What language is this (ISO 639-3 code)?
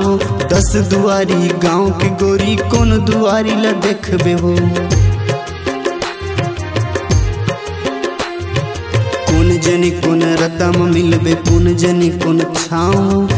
hne